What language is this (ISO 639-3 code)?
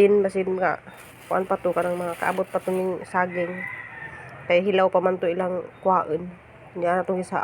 ceb